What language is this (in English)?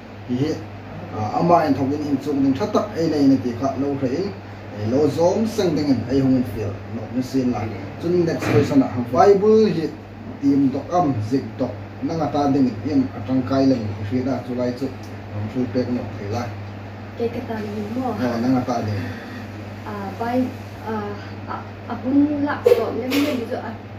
Hmar